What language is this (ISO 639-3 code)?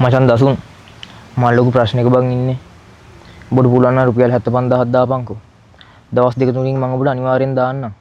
sin